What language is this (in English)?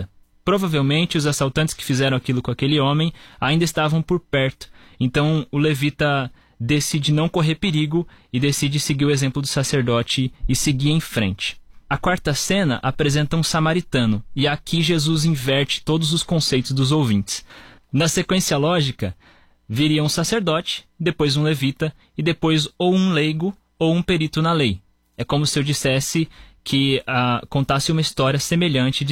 Portuguese